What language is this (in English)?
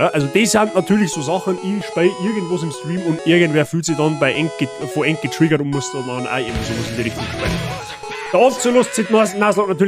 Bavarian